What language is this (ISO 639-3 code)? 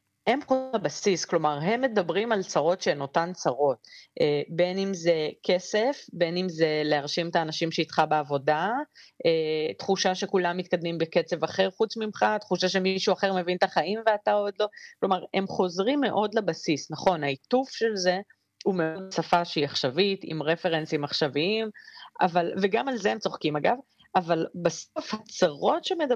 heb